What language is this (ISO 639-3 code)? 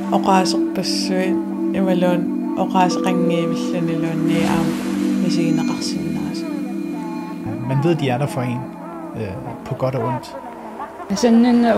kal